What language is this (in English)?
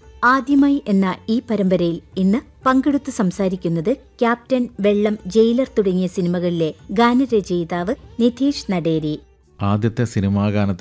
Malayalam